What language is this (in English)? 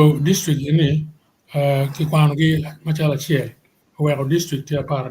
Acoli